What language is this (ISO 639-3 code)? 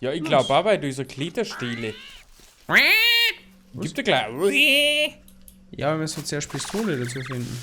bar